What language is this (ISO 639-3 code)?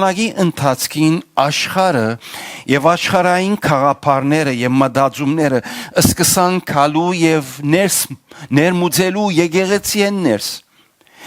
hyw